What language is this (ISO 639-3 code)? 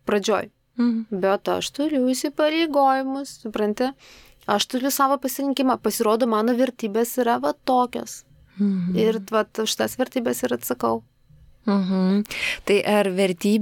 lit